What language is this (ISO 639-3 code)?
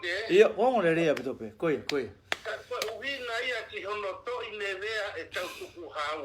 ton